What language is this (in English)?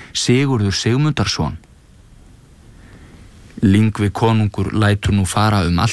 Icelandic